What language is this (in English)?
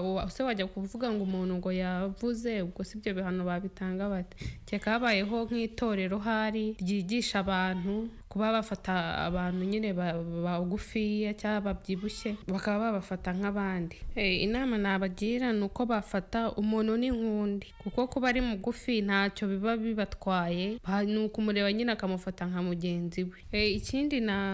Kinyarwanda